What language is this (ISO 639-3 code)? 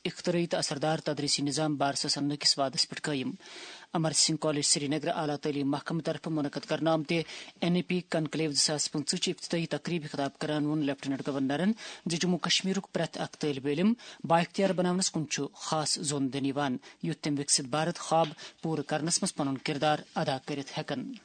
kas